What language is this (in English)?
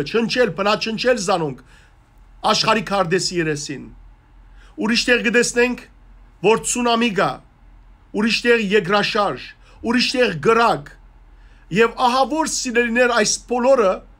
Western Armenian